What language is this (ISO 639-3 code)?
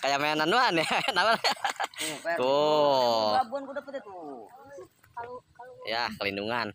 bew